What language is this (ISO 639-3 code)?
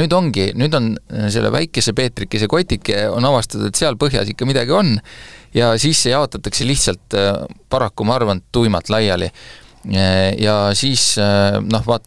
est